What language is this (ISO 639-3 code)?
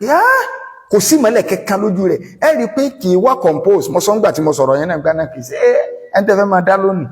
yor